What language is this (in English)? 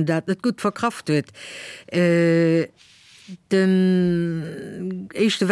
Luxembourgish